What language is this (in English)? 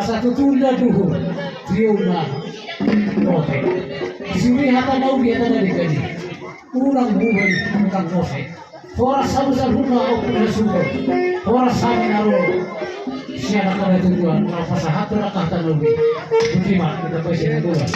Batak Toba